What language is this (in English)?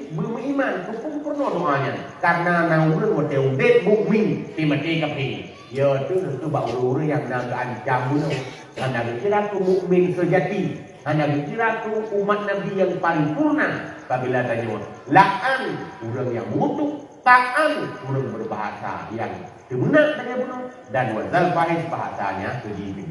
Achinese